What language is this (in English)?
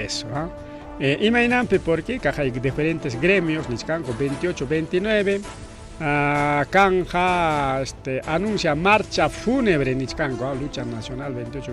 Ayacucho Quechua